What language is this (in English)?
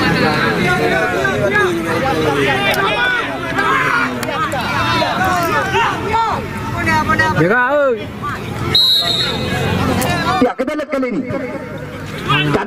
Malay